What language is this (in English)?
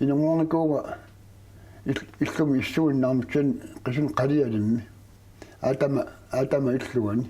Kalaallisut